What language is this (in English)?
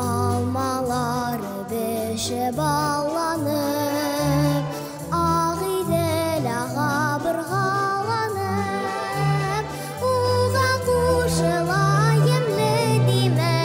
Bashkir